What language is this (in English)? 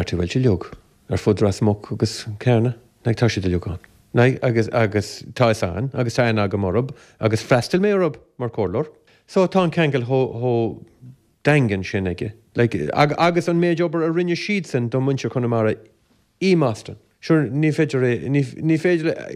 Irish